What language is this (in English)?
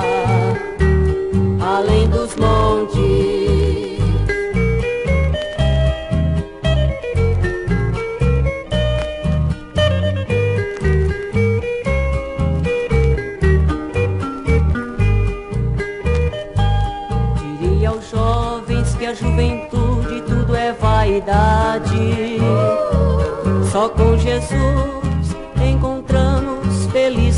Portuguese